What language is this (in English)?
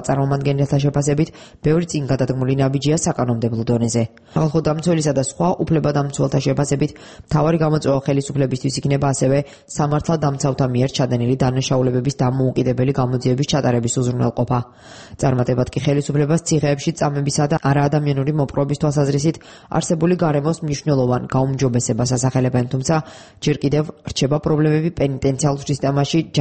Georgian